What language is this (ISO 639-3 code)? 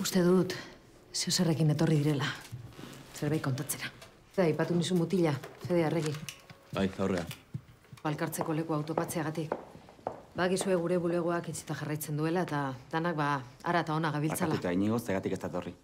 eus